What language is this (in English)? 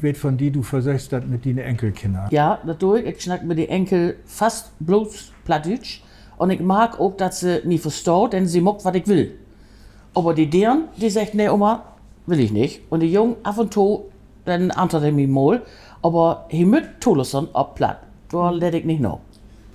Low German